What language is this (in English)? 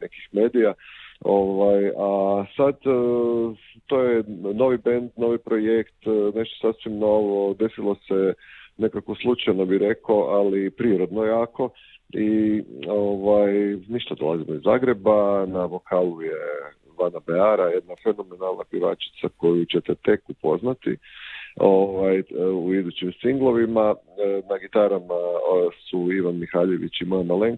Croatian